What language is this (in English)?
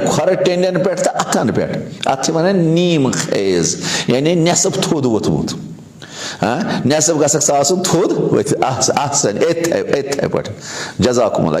Kashmiri